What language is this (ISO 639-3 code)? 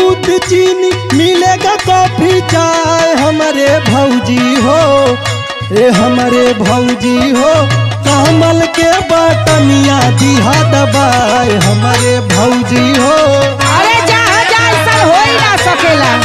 bho